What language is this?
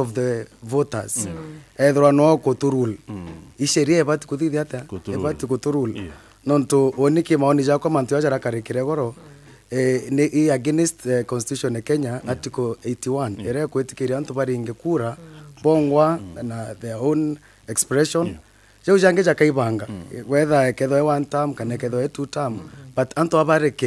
Meru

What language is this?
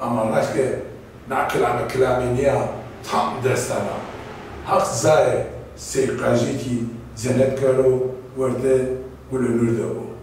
Zaza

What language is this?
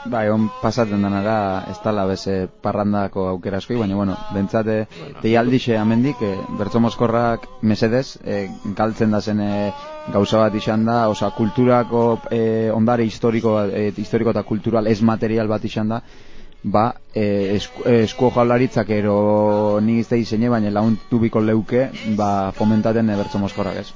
Basque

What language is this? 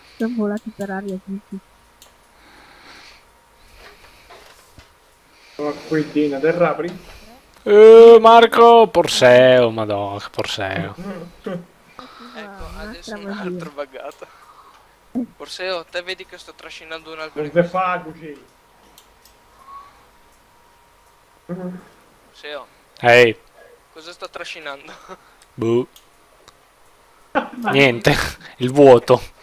Italian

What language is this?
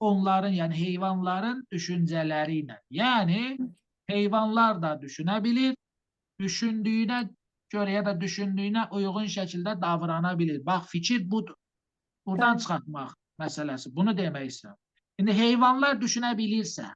Azerbaijani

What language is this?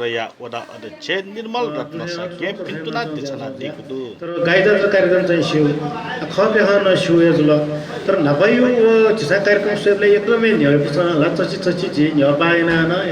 Newari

